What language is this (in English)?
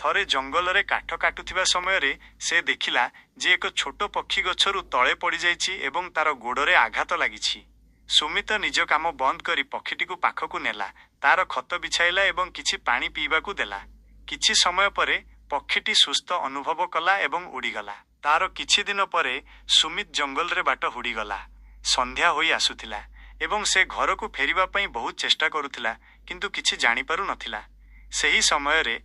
Odia